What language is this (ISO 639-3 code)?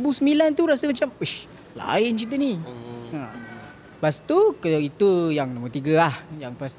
msa